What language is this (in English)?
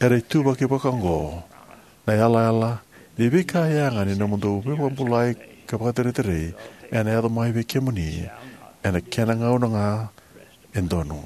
Fijian